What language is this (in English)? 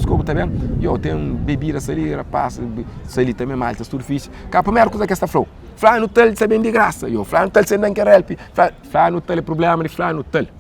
Kabuverdianu